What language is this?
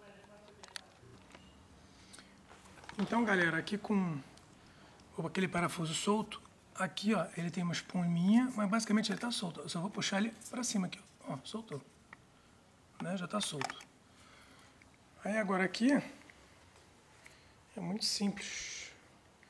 Portuguese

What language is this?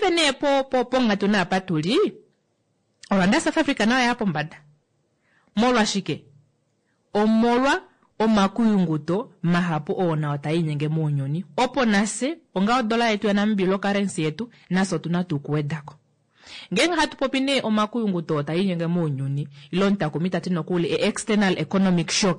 Kuanyama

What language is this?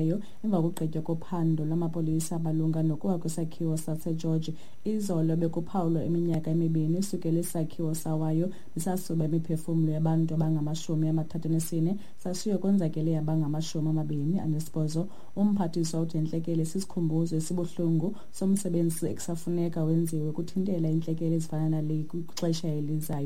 Xhosa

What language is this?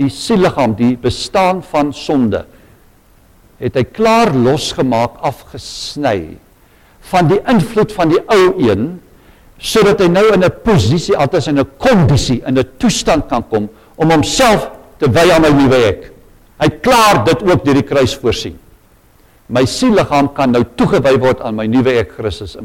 Afrikaans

